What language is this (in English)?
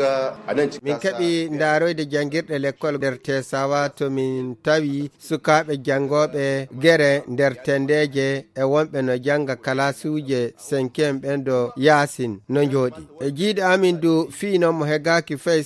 Nigerian Fulfulde